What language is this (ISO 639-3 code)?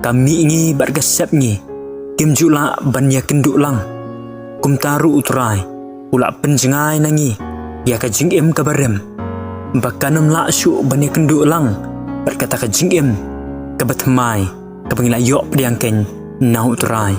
kha